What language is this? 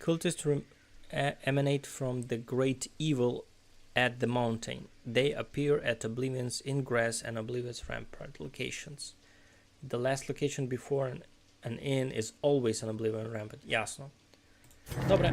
Rusyn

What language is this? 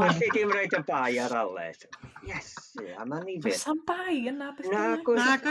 Welsh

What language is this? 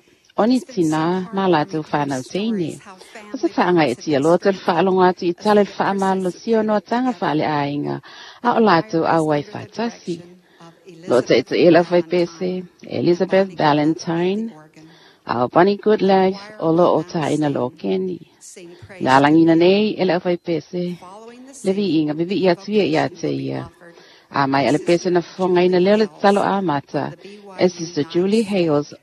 Samoan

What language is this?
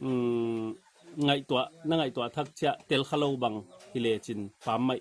Paite Chin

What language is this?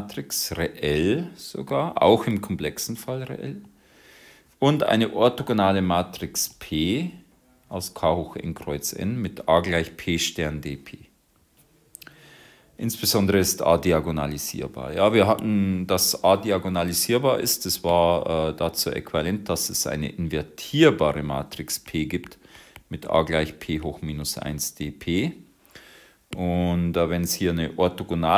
German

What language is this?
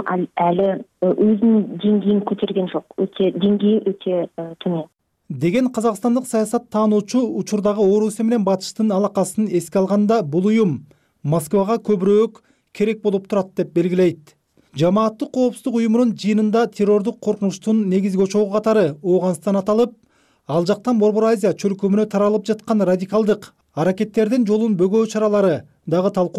Kyrgyz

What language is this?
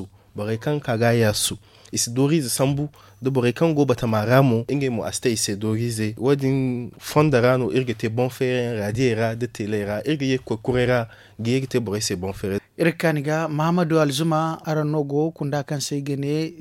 Zarma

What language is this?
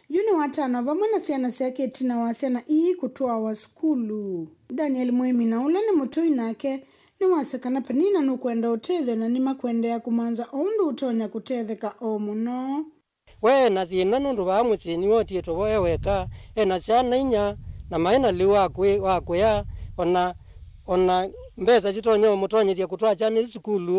Kamba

